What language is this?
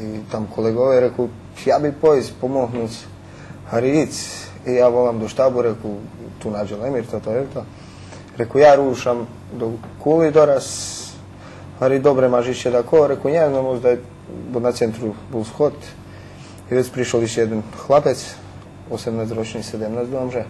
Rusyn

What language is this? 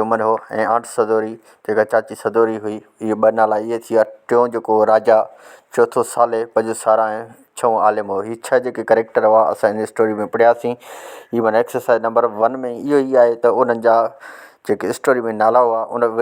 Sindhi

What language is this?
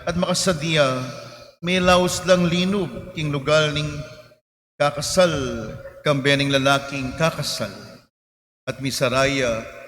Pampanga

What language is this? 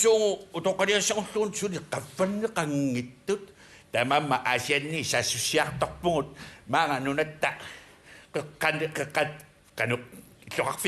Kalaallisut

